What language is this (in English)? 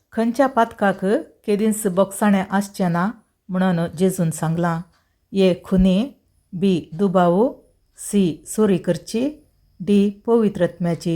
Konkani